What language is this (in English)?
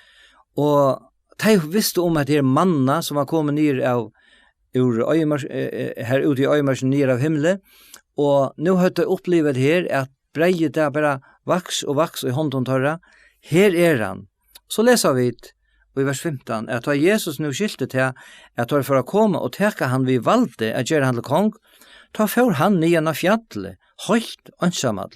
Faroese